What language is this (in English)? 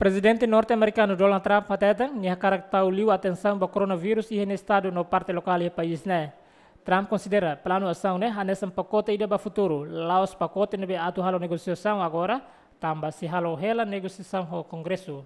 Tetum